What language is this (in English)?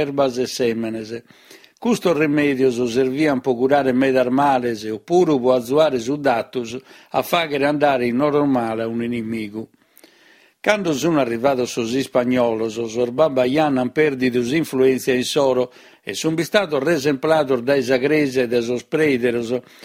Sardinian